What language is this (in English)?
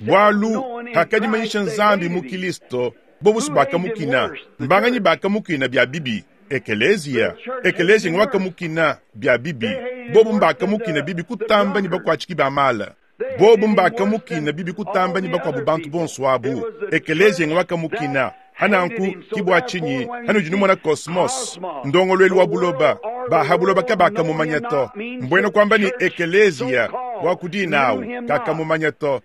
Luba-Lulua